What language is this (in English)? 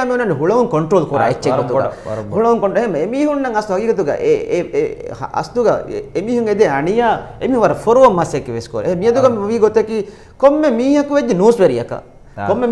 Divehi